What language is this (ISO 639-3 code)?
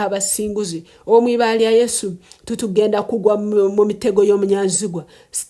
nyn